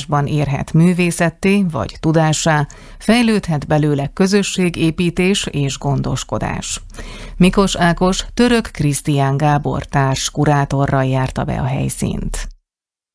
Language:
Hungarian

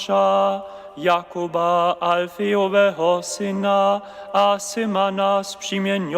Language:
Upper Sorbian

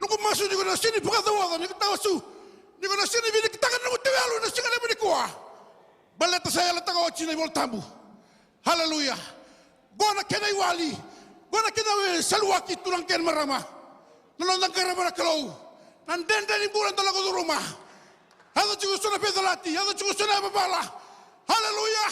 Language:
Fijian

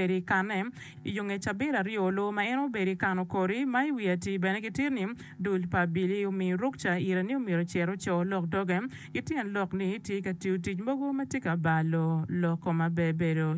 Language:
Acoli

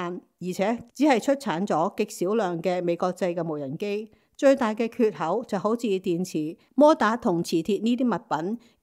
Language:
Cantonese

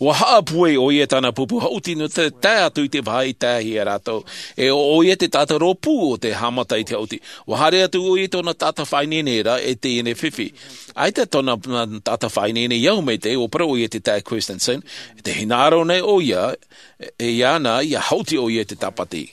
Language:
Tahitian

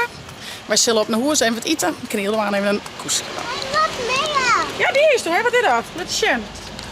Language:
Western Frisian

